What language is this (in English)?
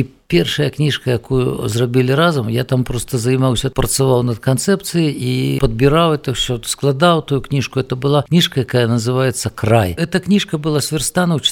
Belarusian